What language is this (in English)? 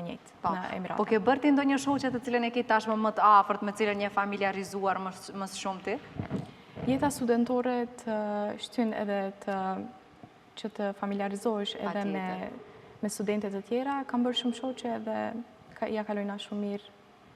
Albanian